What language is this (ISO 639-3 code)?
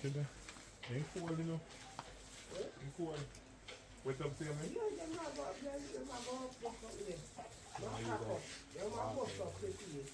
jam